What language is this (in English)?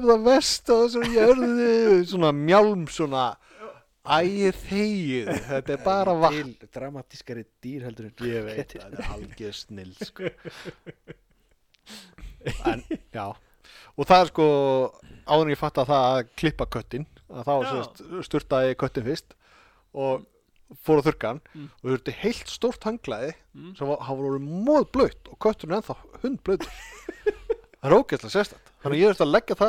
Icelandic